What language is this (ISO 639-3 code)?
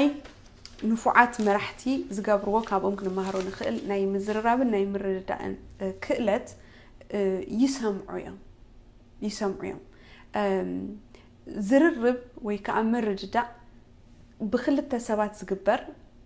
tir